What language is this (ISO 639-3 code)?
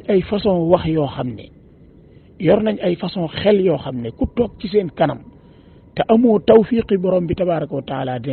wol